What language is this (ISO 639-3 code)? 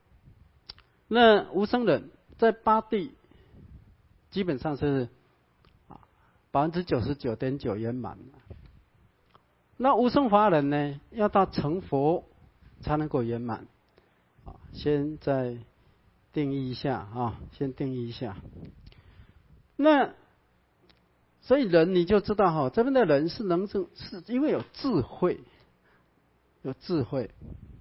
zho